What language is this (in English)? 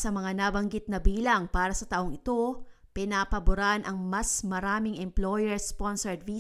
Filipino